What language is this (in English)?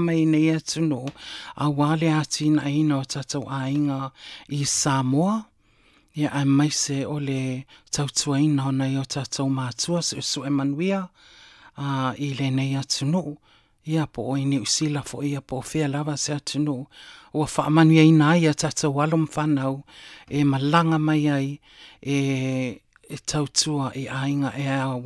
Samoan